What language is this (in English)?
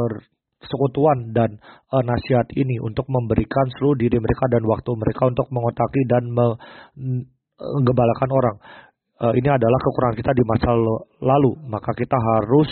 Indonesian